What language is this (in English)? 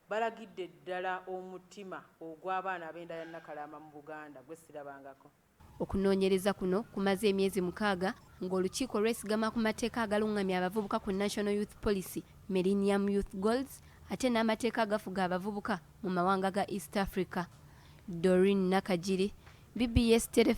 Ganda